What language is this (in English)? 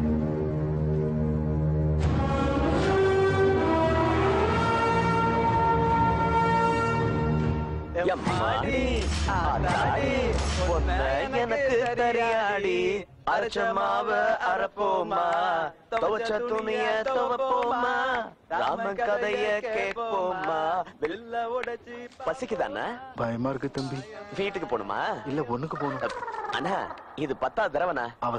Tamil